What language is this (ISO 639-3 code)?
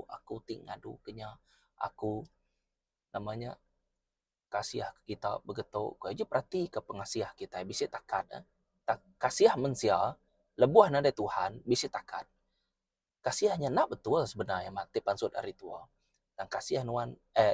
iba